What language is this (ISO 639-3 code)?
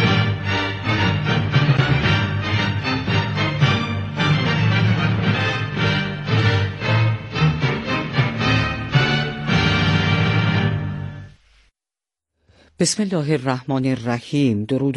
fas